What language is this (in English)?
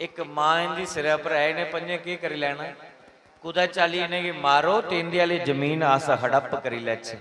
Dogri